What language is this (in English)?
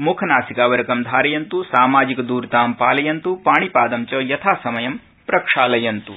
Sanskrit